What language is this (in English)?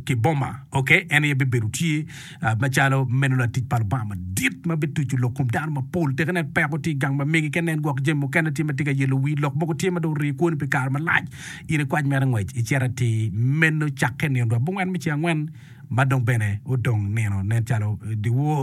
Acoli